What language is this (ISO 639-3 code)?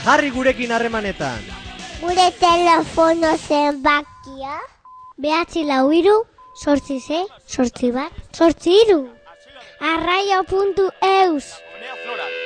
eus